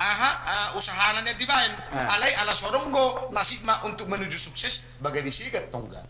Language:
Batak Toba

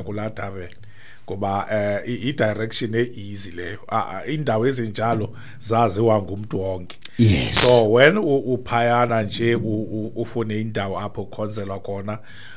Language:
Xhosa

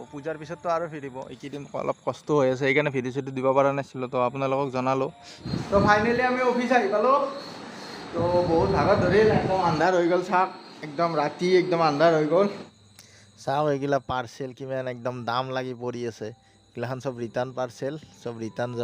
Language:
Assamese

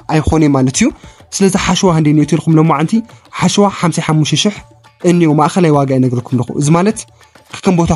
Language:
Tigrinya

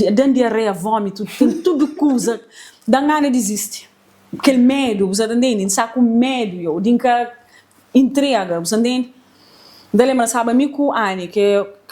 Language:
Kabuverdianu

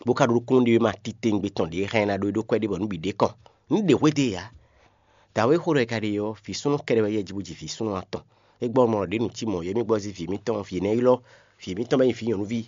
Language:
Fon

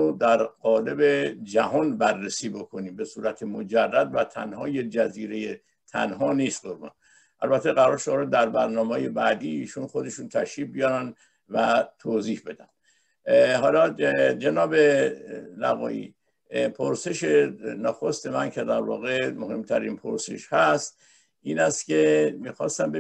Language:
Persian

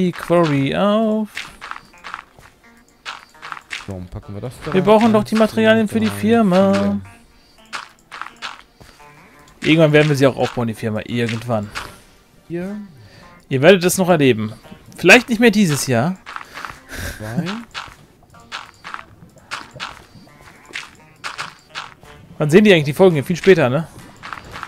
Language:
German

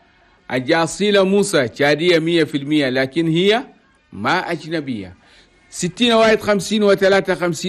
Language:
Chadian Arabic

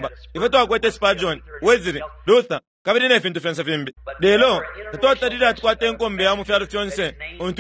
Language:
Bemba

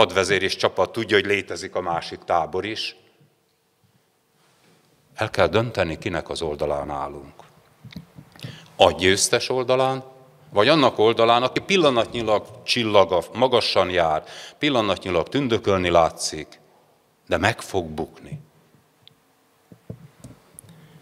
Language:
Hungarian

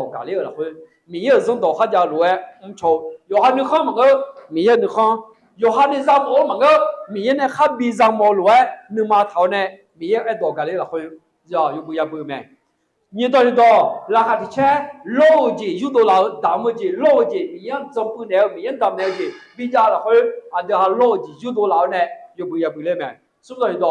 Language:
Akha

